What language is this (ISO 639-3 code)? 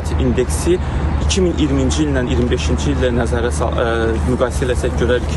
aze